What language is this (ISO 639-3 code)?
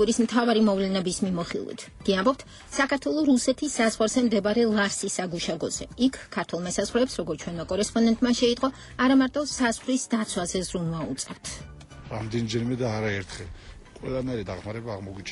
kat